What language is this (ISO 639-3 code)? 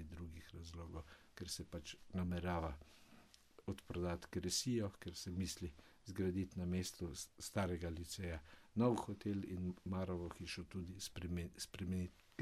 slv